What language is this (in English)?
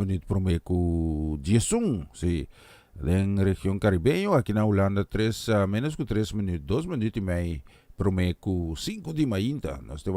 Papiamento